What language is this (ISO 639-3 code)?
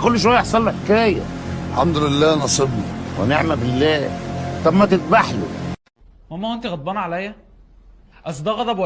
arz